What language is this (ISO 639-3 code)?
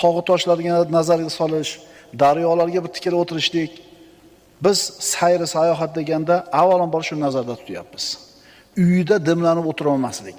uzb